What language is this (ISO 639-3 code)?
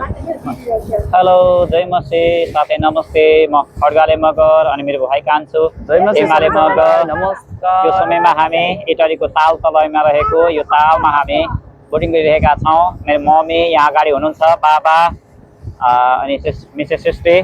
nep